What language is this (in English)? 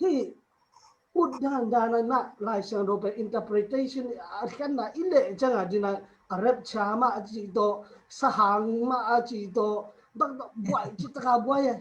Tedim Chin